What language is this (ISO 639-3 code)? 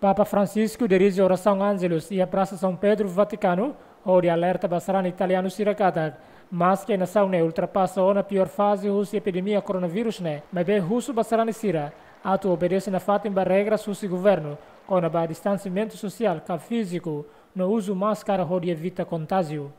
tet